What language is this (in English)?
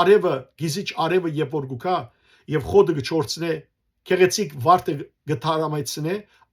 Western Armenian